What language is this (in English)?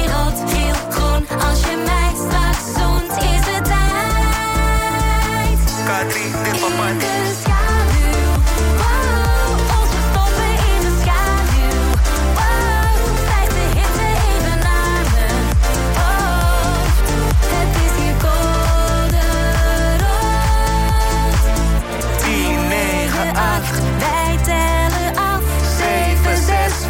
Dutch